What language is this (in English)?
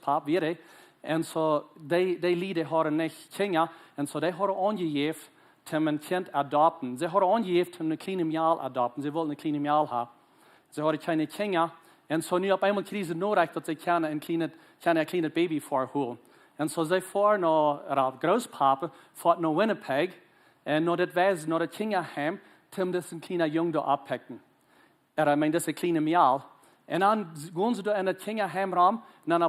Plautdietsch